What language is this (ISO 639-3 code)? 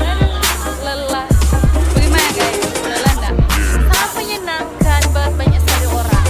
xmm